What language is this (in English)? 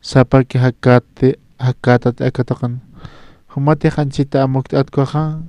Aymara